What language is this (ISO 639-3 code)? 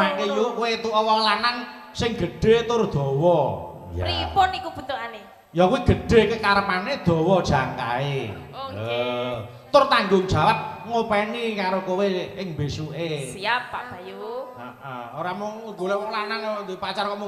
jav